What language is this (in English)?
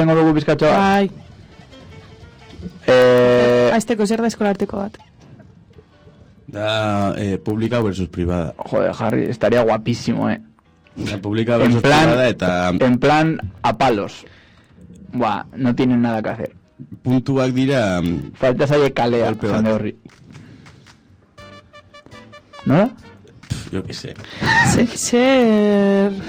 Basque